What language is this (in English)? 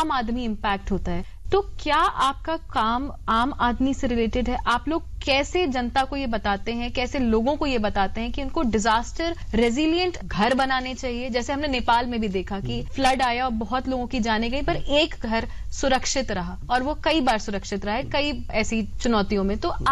Hindi